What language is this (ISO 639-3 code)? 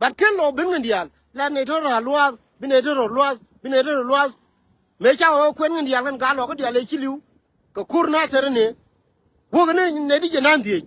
nus